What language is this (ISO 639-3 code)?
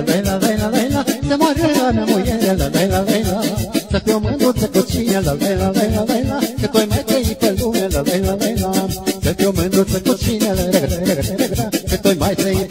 ron